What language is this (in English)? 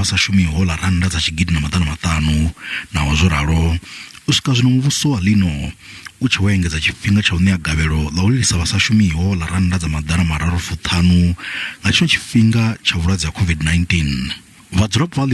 Venda